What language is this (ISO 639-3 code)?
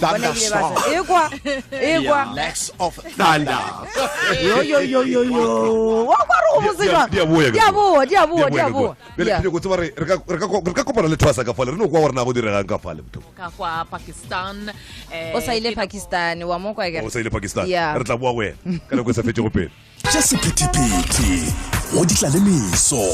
tsn